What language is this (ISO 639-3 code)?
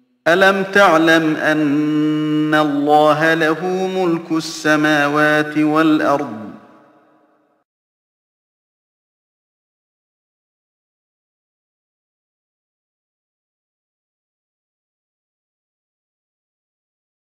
ara